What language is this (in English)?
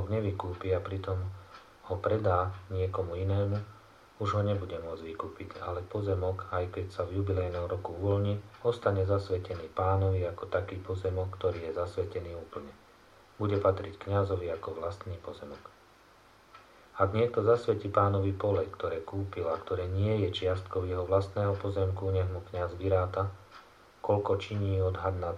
Slovak